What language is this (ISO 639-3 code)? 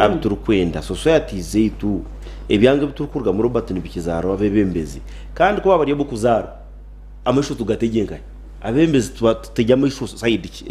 nyn